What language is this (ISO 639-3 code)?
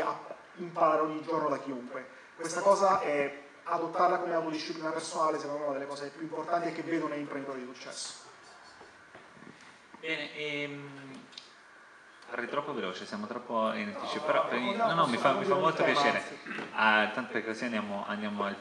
ita